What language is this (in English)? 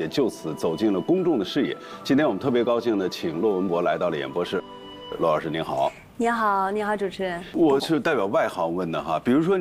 Chinese